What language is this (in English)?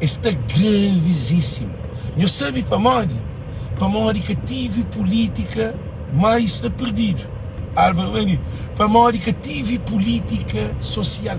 Kabuverdianu